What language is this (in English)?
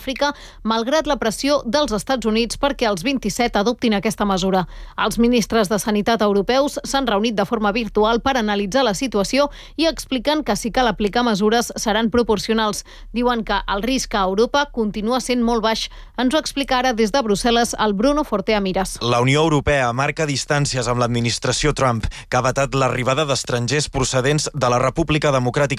Catalan